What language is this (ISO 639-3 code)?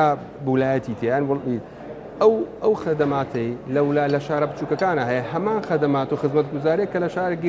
ckb